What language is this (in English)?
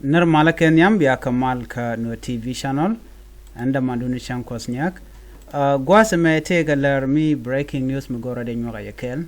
Nuer